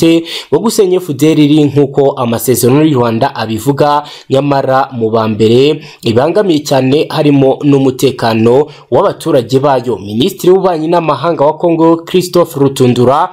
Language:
Kinyarwanda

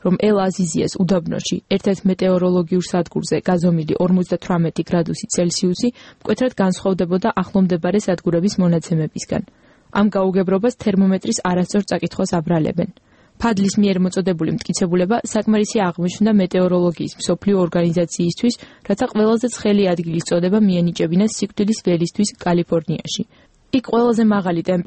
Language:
Georgian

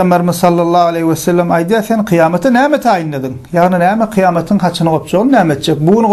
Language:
Turkmen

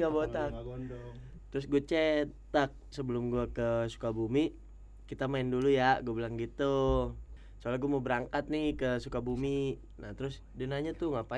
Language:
Indonesian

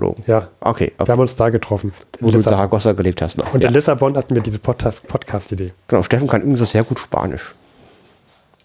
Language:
German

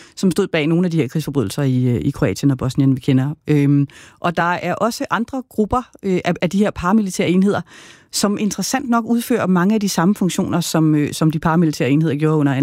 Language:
Danish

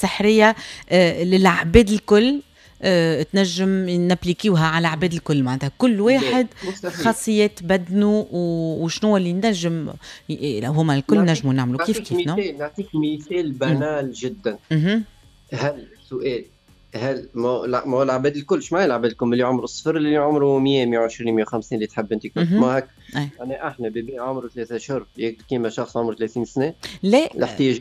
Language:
Tunisian Arabic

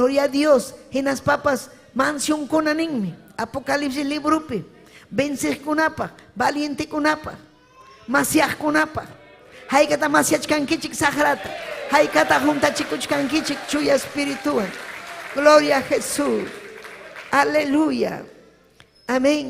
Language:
Ayacucho Quechua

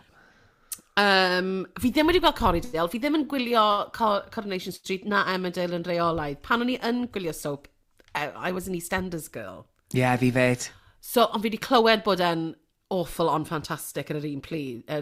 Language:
Welsh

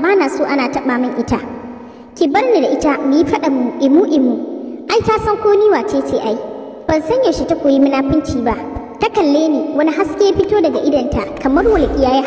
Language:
Hausa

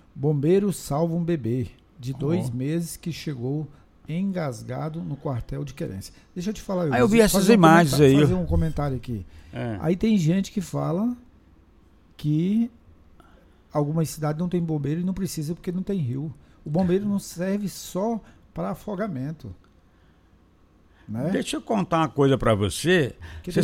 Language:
Portuguese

